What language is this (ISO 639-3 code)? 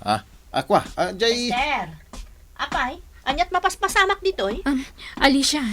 ilo